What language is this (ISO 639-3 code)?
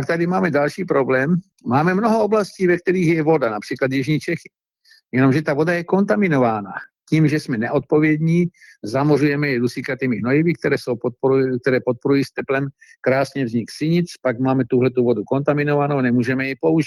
ces